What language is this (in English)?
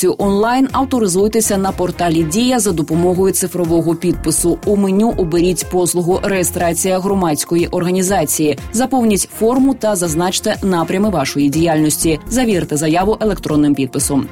Ukrainian